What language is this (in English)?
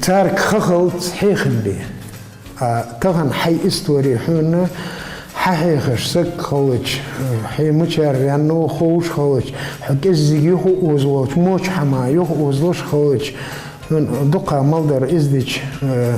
Ingush